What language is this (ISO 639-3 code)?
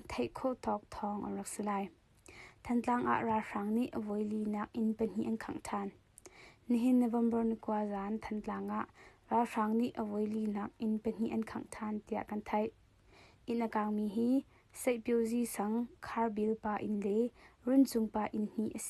cnh